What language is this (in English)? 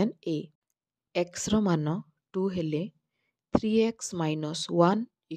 Odia